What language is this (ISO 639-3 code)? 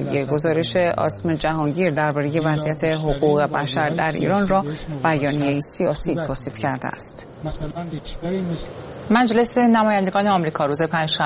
fas